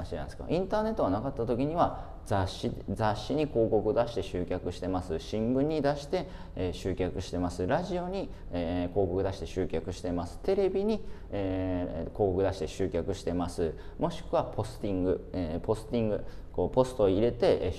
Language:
Japanese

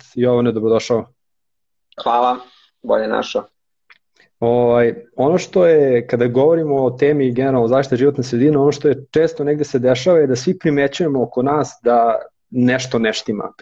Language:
Serbian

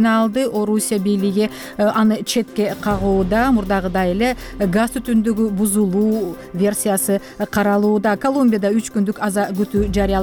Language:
Kyrgyz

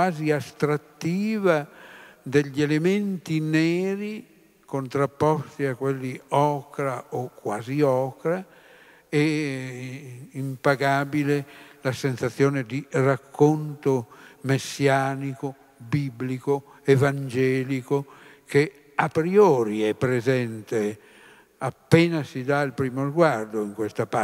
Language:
Italian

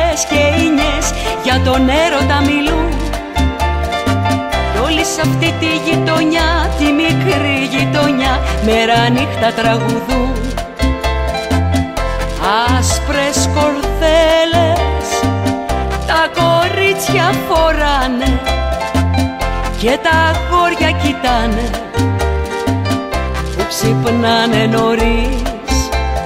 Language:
Greek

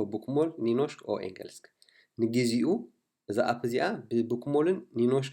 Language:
Tigrinya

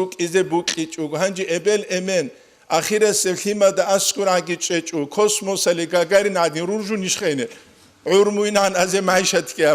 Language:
Avaric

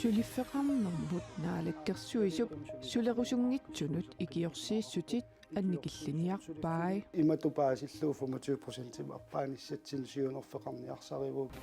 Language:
Kalaallisut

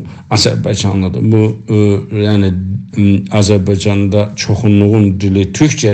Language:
South Azerbaijani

